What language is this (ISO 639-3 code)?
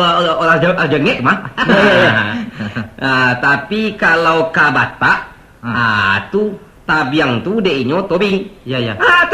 min